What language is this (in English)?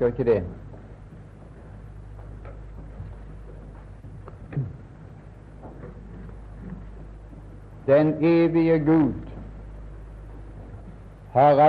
Norwegian